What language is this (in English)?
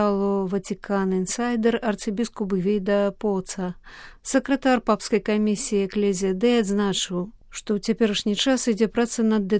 Belarusian